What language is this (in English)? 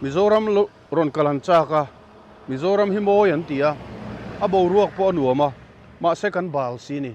Mizo